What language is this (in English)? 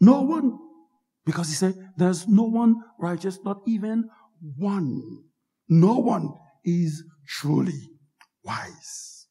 Haitian Creole